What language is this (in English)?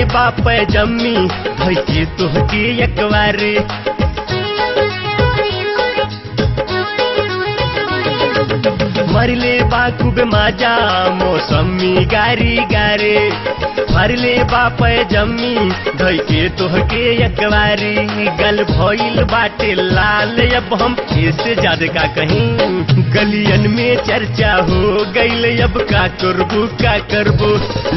Bhojpuri